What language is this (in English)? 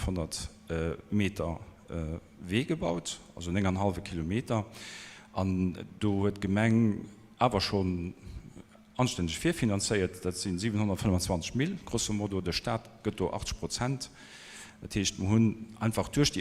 Luxembourgish